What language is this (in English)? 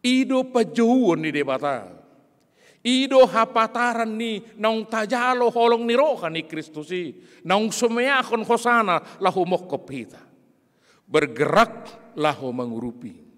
Batak Toba